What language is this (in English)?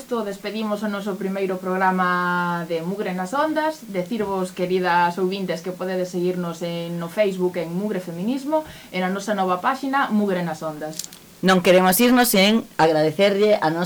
Galician